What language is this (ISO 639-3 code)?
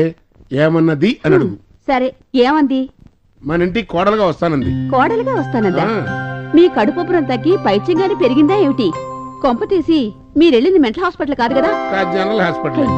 tel